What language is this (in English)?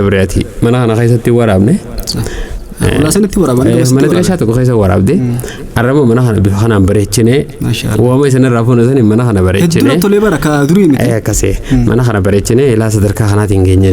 Oromo